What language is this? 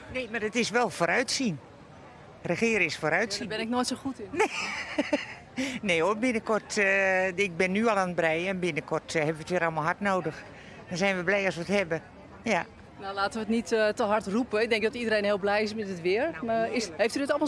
Dutch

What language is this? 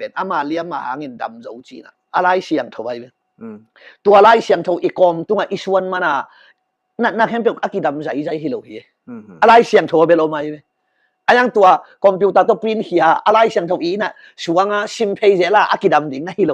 Tedim Chin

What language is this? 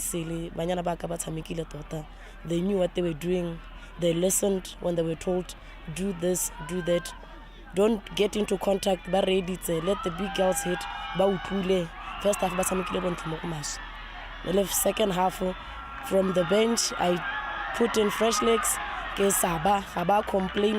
Tswana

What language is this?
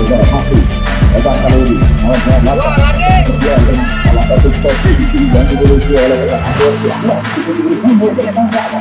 Indonesian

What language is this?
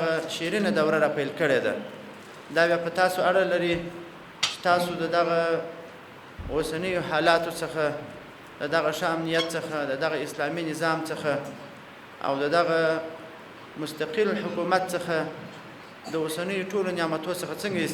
Pashto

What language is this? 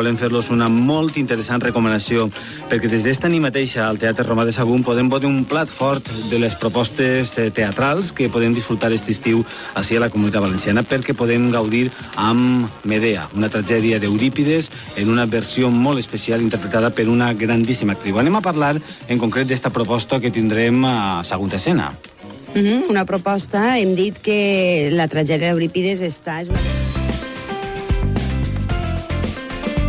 Catalan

